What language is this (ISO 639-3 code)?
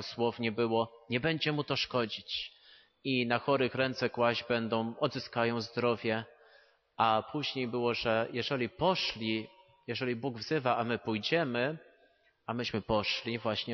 pol